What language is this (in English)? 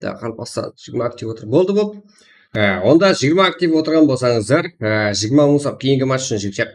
Kara-Kalpak